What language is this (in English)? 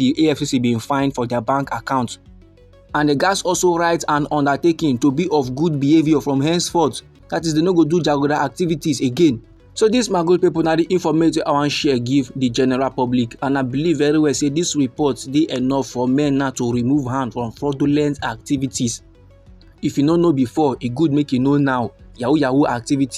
Nigerian Pidgin